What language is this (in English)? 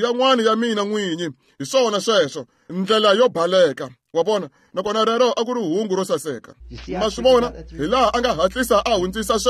Tsonga